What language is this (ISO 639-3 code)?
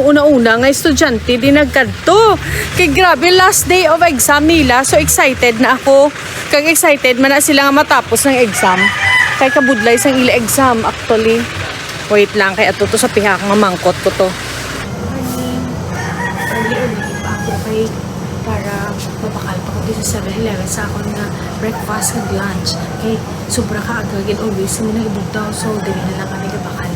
hil